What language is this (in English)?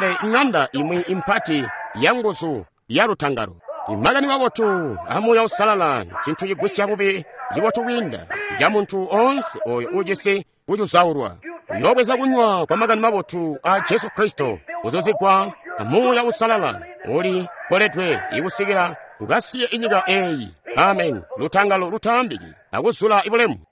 Tonga (Zambia)